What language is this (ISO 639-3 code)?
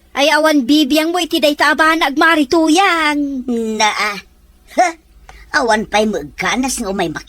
ilo